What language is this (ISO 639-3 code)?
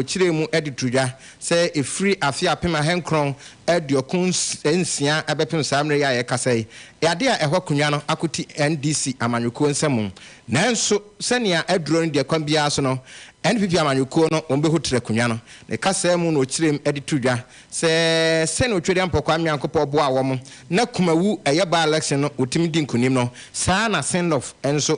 aka